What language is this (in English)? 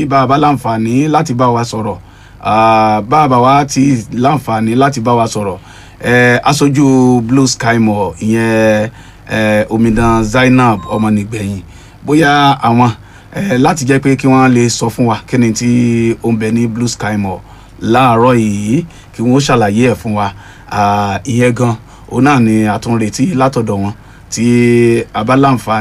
Yoruba